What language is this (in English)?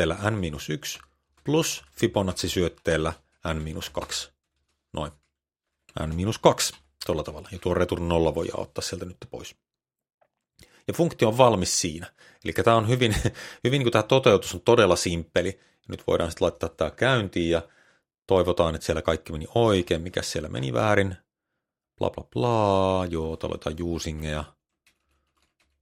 Finnish